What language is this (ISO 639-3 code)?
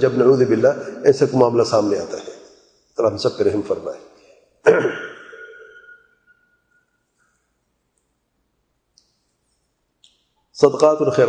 urd